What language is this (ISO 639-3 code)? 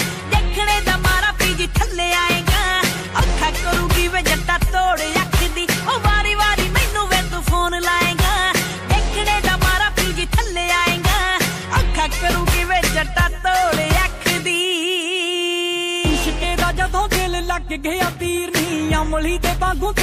pan